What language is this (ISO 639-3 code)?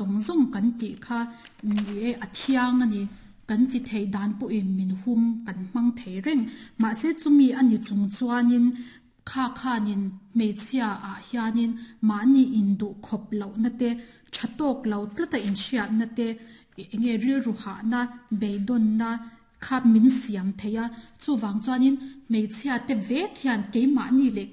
lus